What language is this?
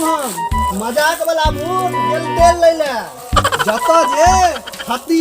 Maithili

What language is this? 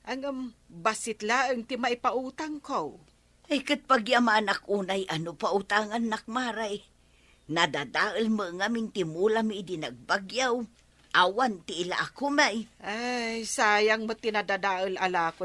Iloko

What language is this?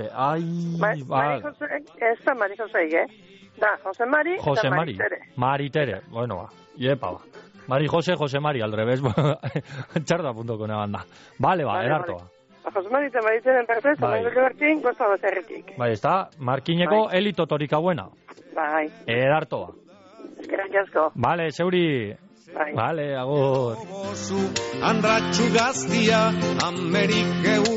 Basque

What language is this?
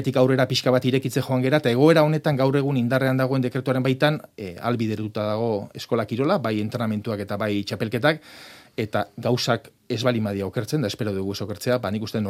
Basque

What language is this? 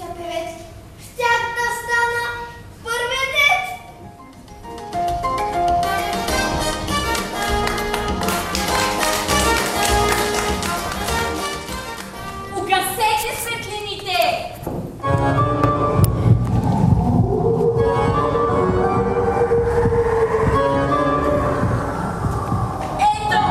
Bulgarian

